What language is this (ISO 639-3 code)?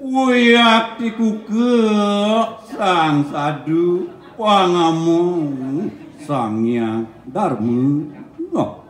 ban